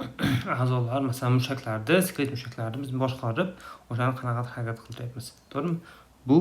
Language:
Uzbek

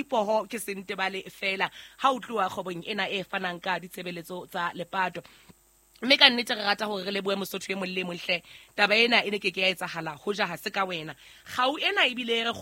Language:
Southern Sotho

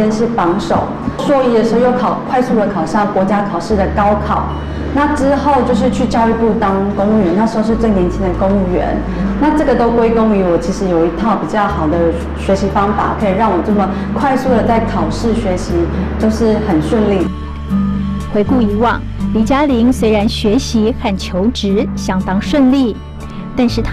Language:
Chinese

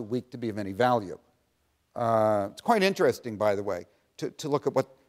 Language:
English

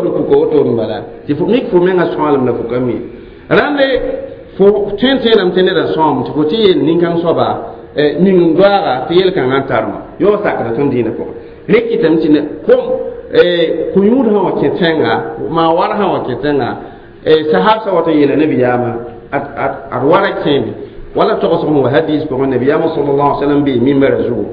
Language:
Mossi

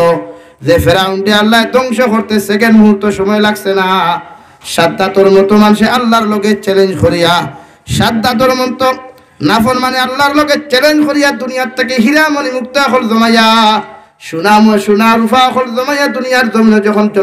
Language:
Sylheti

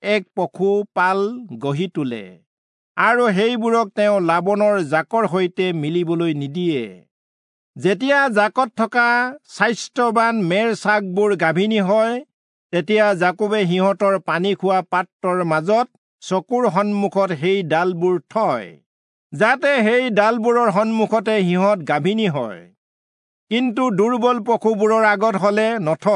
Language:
Assamese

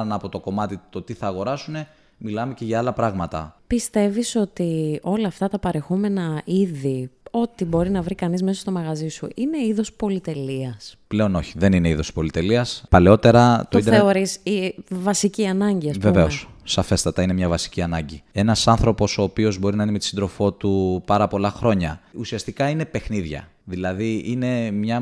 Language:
Greek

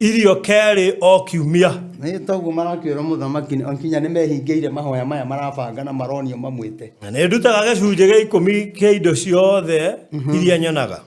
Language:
Kikuyu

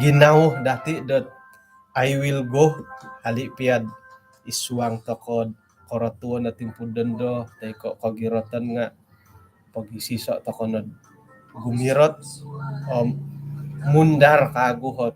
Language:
Central Dusun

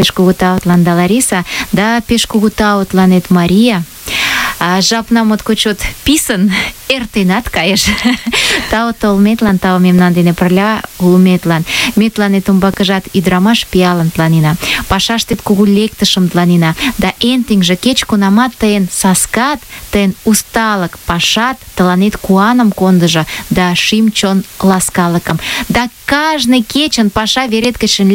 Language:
Mari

